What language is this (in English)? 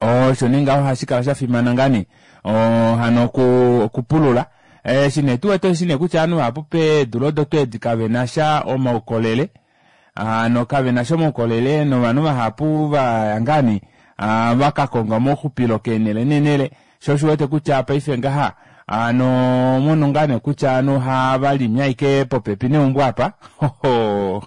Kuanyama